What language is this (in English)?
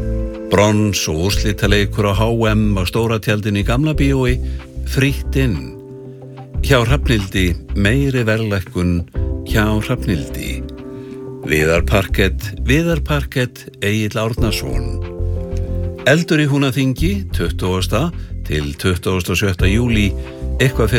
Icelandic